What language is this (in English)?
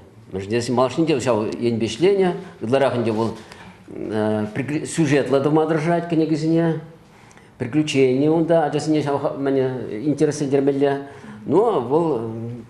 Chuvash